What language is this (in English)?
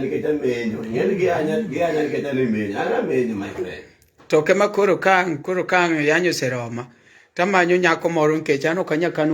Luo (Kenya and Tanzania)